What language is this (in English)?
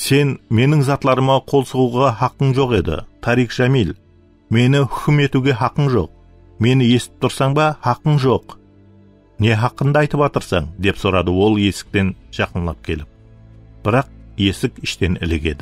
Kara-Kalpak